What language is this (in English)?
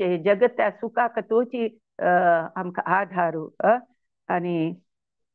Konkani